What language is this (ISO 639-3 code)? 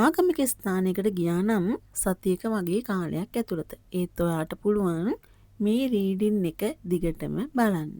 sin